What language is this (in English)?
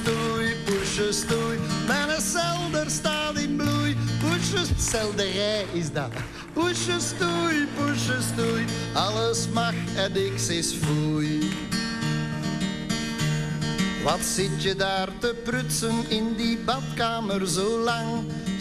Dutch